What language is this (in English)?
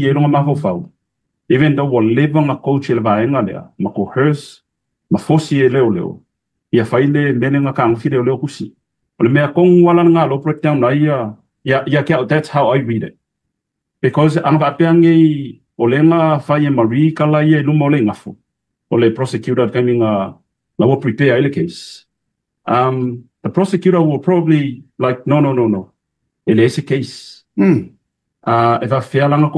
Samoan